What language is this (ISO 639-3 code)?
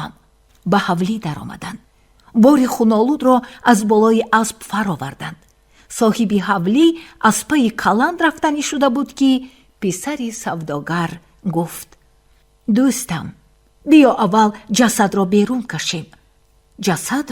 tgk